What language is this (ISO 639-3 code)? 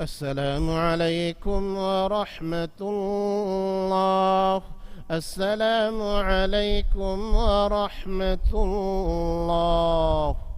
div